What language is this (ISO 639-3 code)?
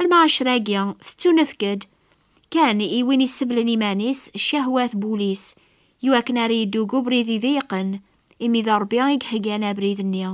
kab